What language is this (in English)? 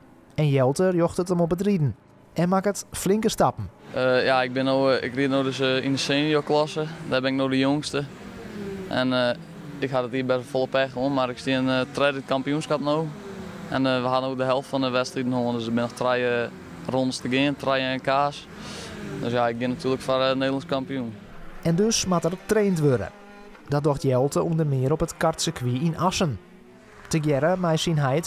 Western Frisian